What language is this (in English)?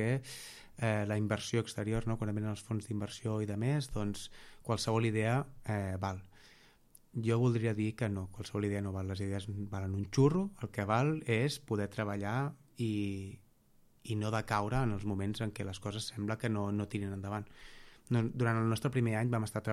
Catalan